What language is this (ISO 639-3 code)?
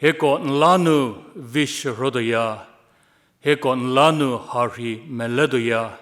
njm